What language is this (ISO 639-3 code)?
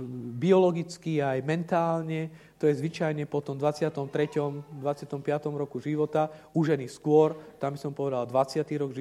slk